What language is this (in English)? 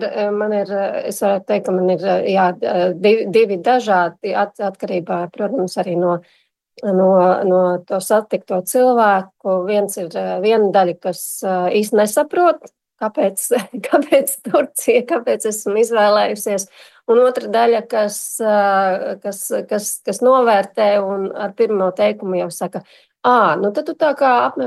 Latvian